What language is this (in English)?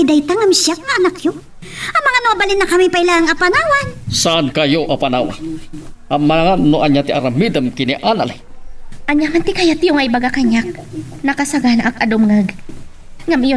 Iloko